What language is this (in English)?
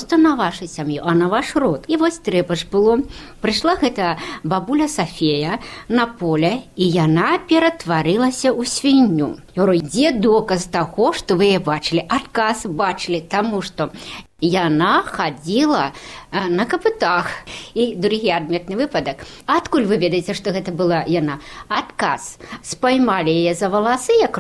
Belarusian